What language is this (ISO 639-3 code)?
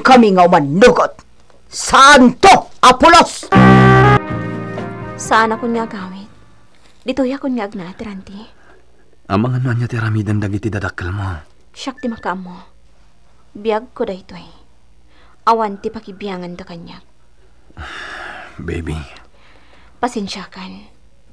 ilo